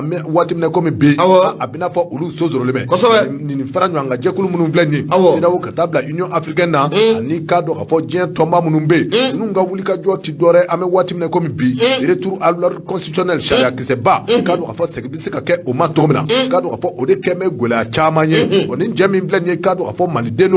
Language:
Bambara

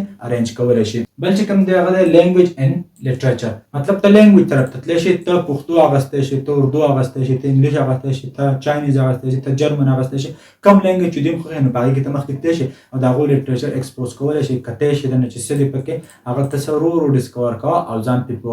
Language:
Pashto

